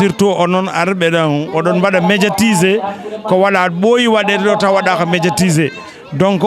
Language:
Fula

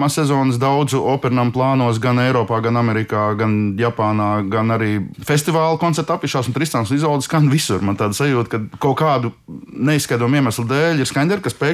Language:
Latvian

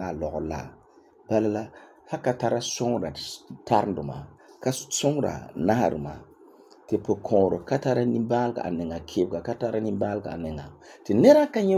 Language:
Frafra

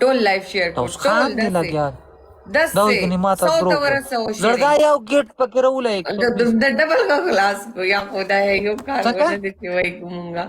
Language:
Pashto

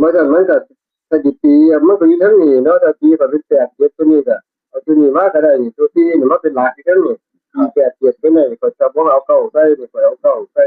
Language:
Northeastern Thai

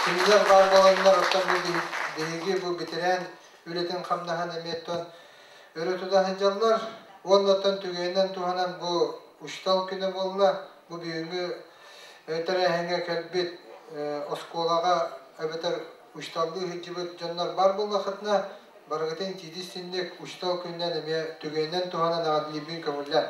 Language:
Yakut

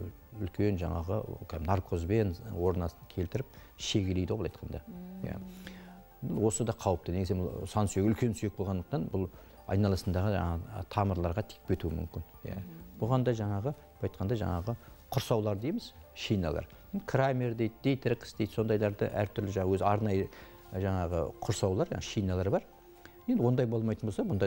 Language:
Kazakh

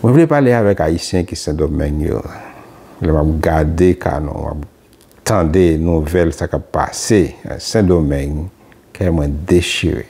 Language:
Haitian Creole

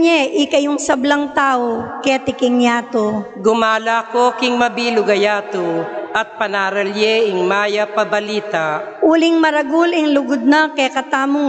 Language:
Pampanga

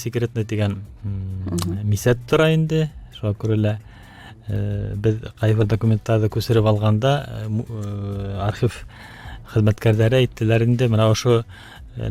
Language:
Bashkir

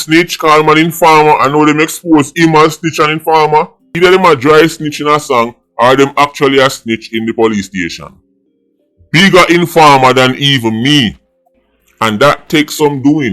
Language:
Jamaican Creole English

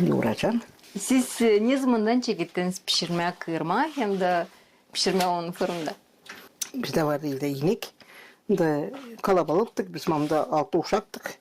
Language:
Gagauz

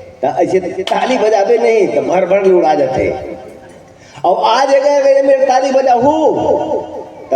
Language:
Chhattisgarhi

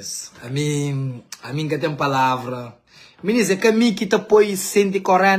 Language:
Kabuverdianu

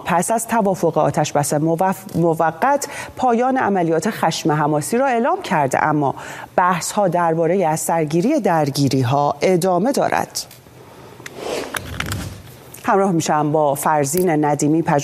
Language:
Persian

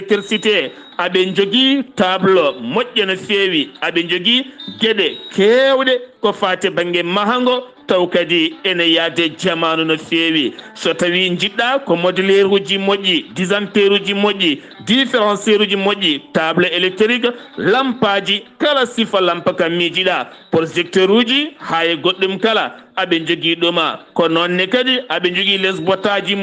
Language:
Fula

